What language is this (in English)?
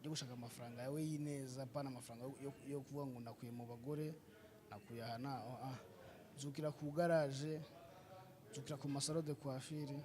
Kinyarwanda